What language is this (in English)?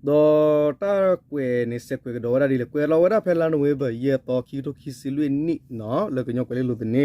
S'gaw Karen